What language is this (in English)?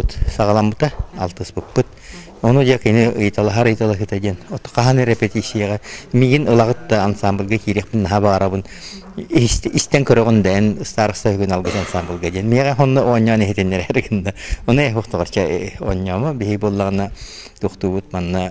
Yakut